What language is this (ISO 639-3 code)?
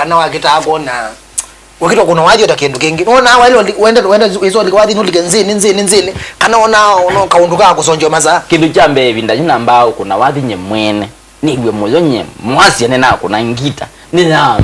kam